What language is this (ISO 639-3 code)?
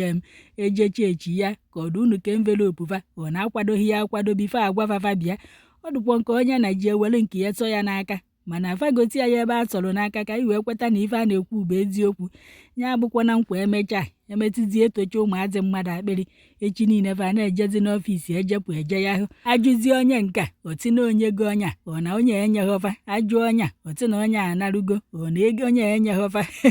ibo